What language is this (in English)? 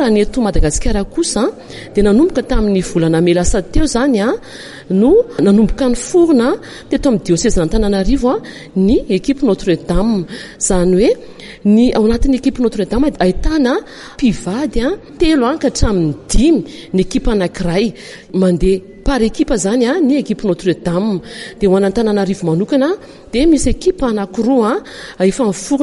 Malagasy